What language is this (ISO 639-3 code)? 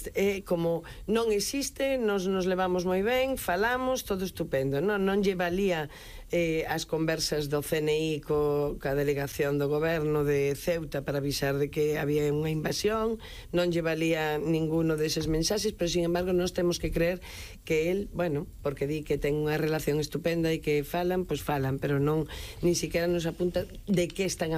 glg